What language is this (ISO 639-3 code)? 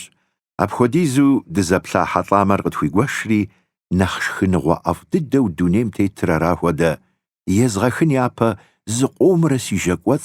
kbd